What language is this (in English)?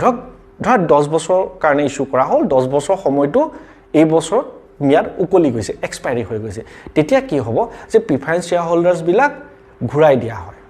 Assamese